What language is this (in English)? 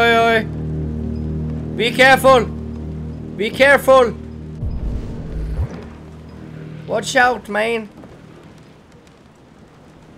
Swedish